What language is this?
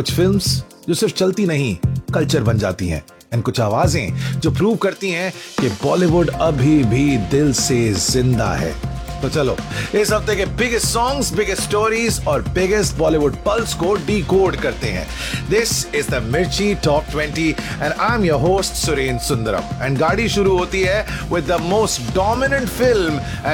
Hindi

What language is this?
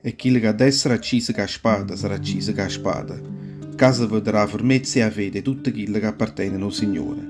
Neapolitan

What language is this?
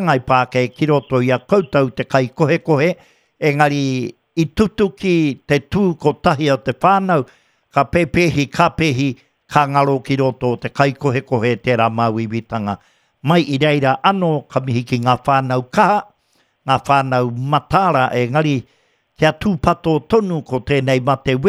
Māori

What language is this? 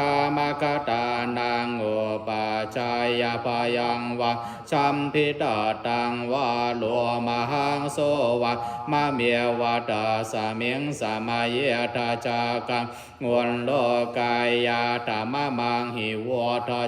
Pali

